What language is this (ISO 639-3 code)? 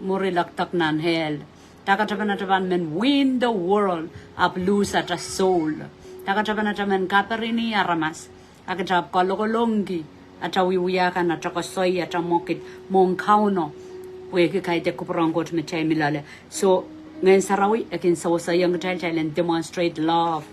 pon